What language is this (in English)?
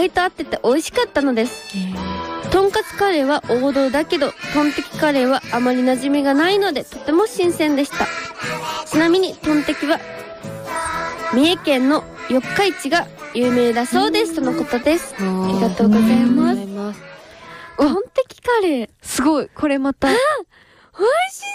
Japanese